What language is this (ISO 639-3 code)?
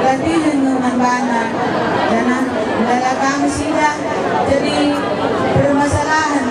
btx